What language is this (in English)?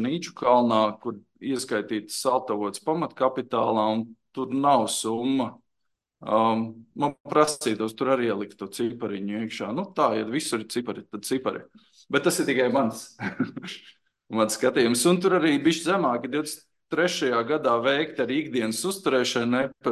Latvian